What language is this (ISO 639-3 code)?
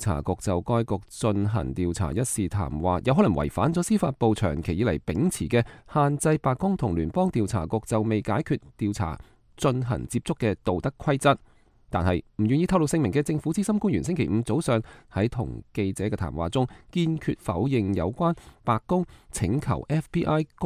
yue